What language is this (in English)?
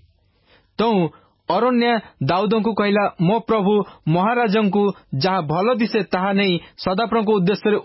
Odia